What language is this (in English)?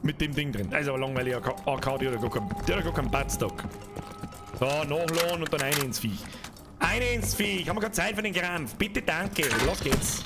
Bavarian